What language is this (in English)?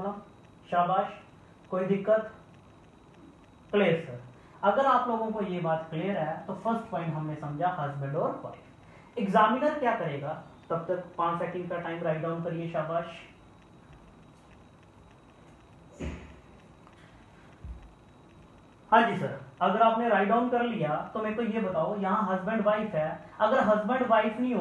Hindi